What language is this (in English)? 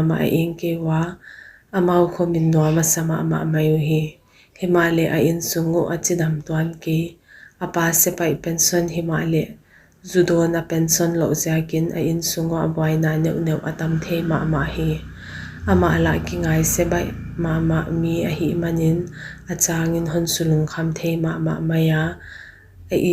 Paite Chin